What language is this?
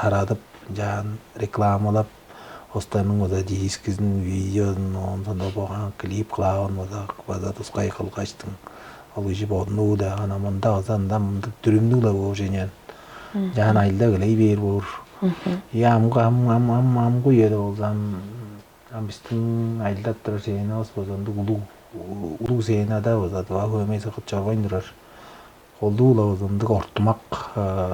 Tuvinian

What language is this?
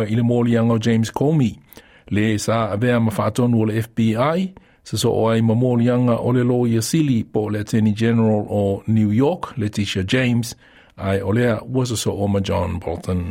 Samoan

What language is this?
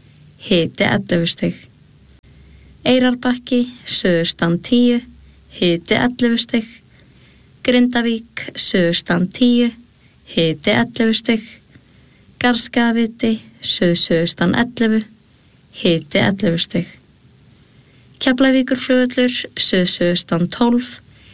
Icelandic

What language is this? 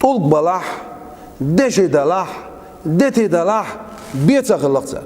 Chechen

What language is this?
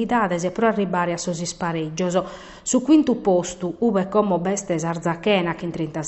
Sardinian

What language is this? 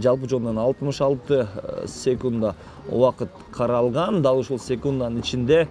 Kyrgyz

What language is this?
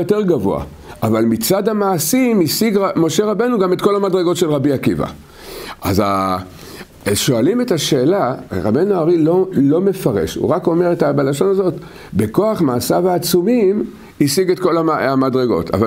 Hebrew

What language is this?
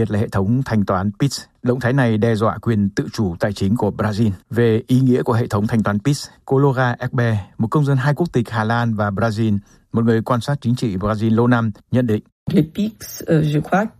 Vietnamese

